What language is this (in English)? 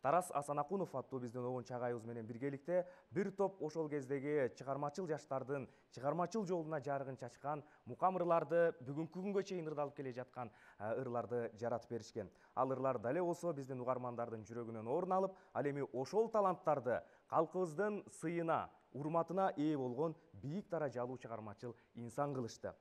Kyrgyz